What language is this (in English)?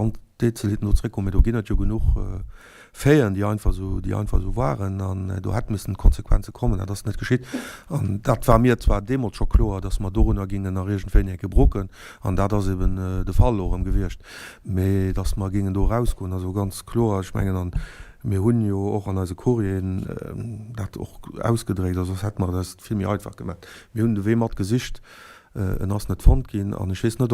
Luxembourgish